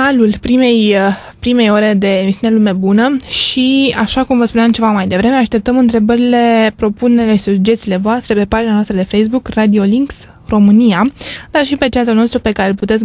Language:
Romanian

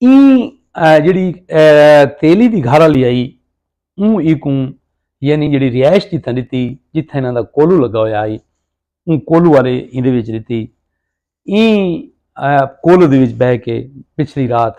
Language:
Saraiki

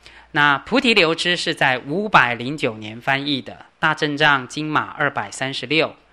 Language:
Chinese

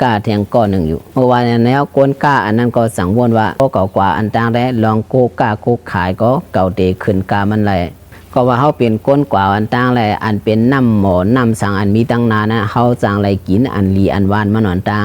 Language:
Shan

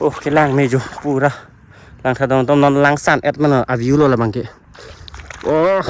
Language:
Karbi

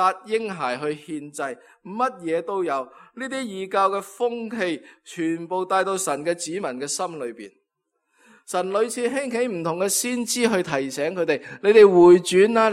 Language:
Cantonese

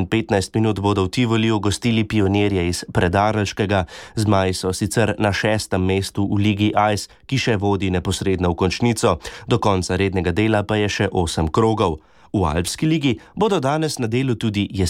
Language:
Slovenian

